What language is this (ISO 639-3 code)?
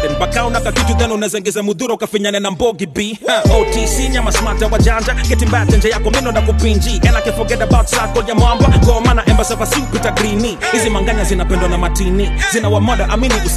swa